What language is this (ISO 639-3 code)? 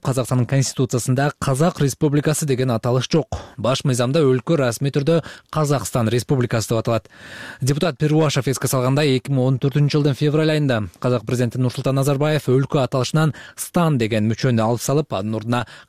kir